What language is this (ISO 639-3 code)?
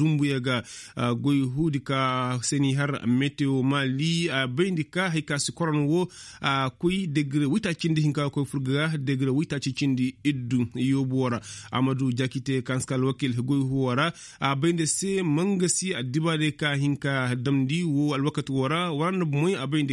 ses